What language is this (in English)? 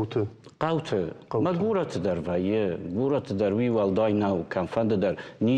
Ossetic